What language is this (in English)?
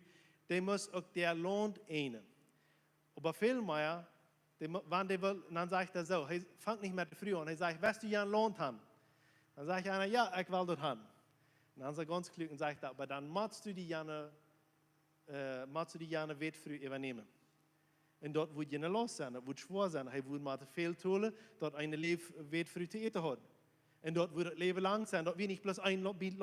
Plautdietsch